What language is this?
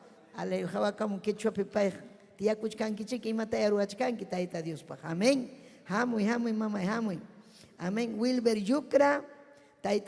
Ayacucho Quechua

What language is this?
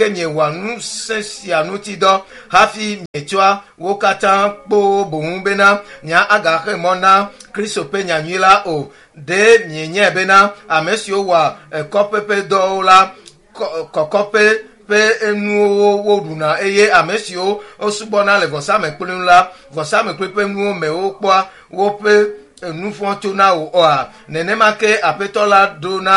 Ewe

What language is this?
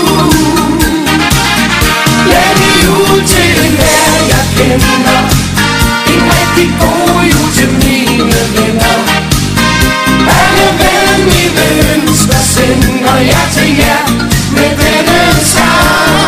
Danish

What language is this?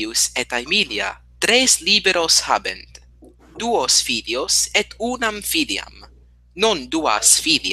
Latin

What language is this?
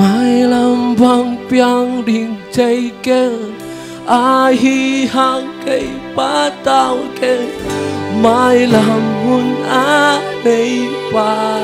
Tedim Chin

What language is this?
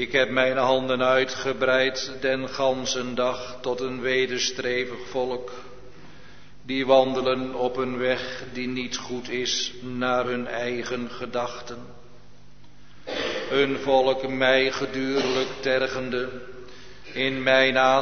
Dutch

